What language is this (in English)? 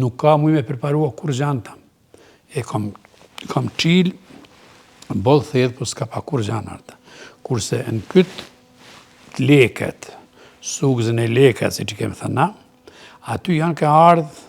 Albanian